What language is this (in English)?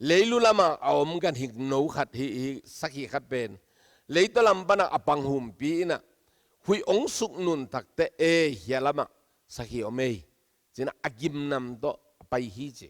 Tedim Chin